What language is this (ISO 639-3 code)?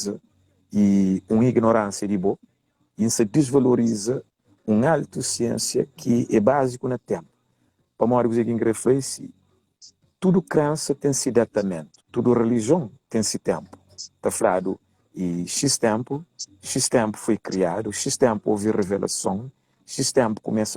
kea